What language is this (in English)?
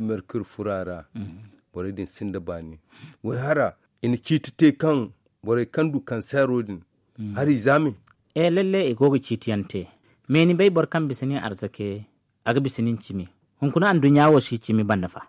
Zarma